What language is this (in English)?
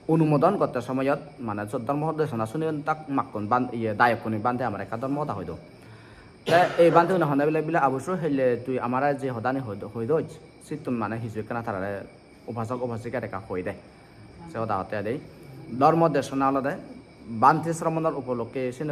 Chakma